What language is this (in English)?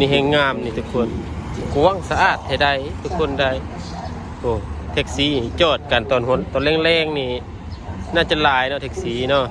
Lao